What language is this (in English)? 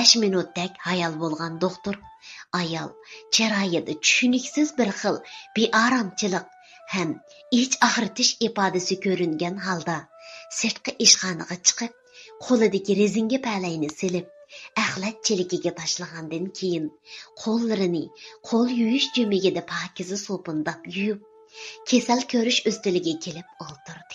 Uyghur